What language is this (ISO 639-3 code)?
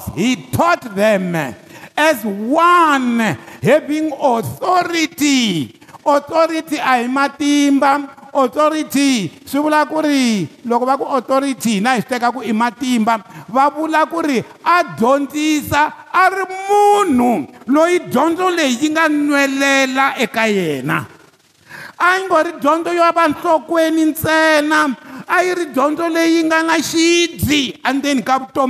tso